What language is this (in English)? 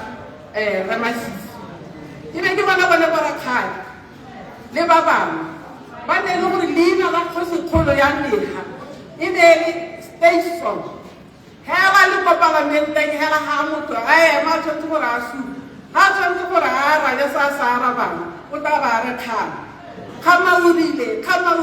Tswana